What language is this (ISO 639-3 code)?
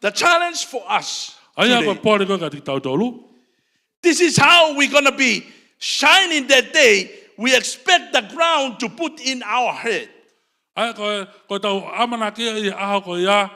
ton